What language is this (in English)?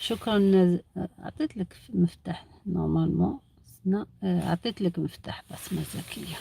Algerian Arabic